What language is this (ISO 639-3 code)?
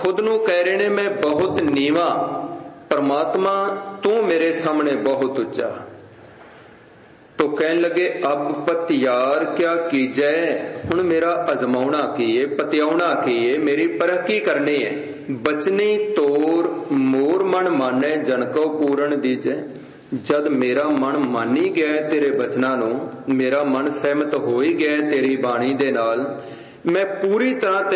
pan